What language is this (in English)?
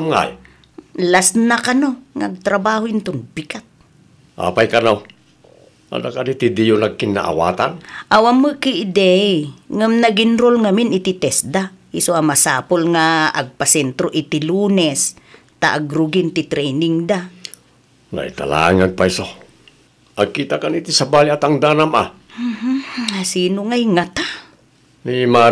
Iloko